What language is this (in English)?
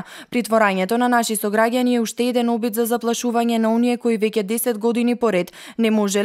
Macedonian